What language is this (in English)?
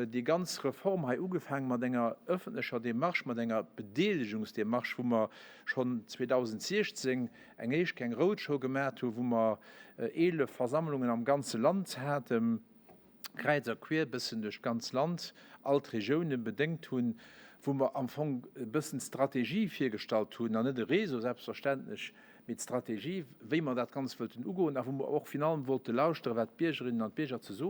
Luxembourgish